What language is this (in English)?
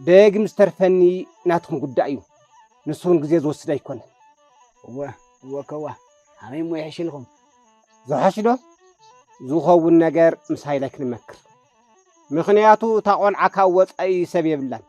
Tigrinya